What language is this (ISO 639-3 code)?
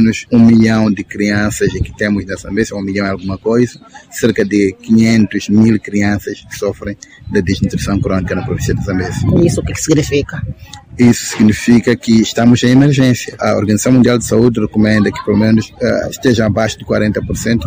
por